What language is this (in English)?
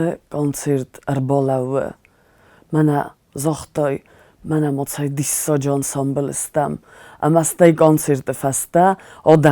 Ossetic